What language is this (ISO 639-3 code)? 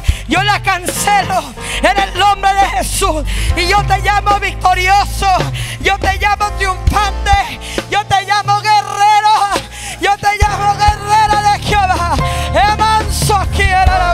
spa